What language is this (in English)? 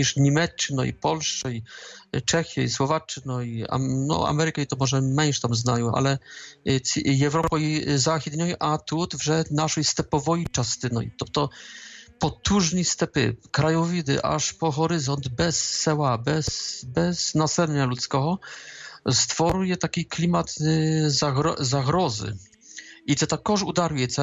Ukrainian